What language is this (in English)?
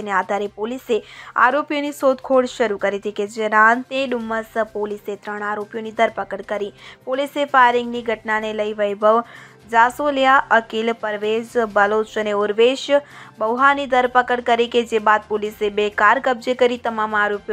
Gujarati